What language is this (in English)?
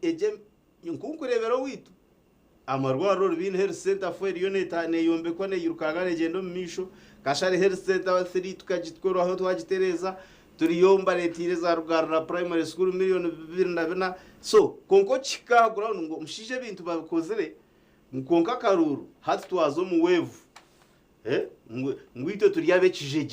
Nyankole